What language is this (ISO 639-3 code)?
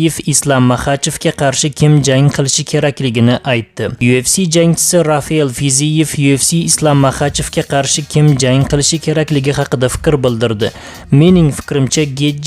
uzb